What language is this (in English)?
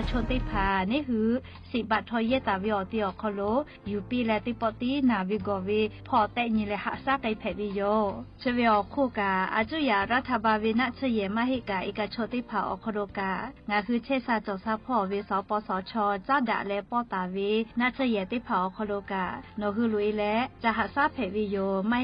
Lahu